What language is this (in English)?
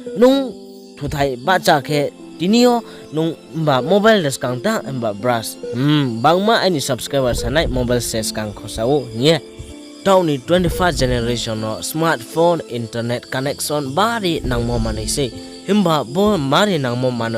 Riang (India)